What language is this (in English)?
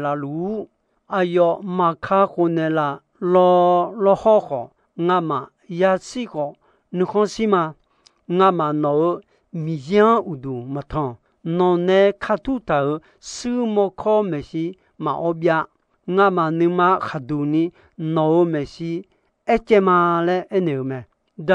Akha